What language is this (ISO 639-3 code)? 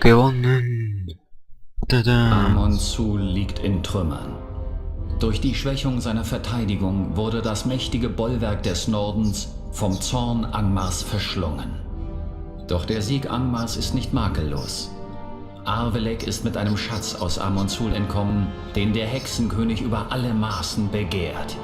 gsw